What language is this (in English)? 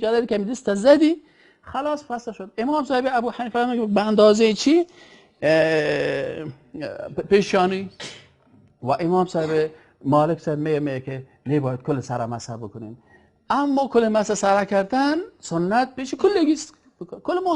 Persian